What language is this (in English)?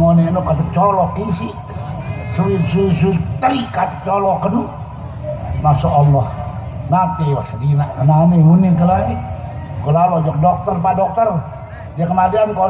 Sasak